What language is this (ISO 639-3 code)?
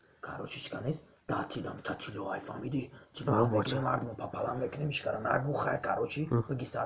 tgk